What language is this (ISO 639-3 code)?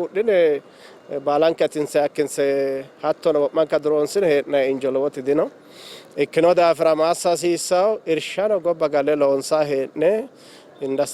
sid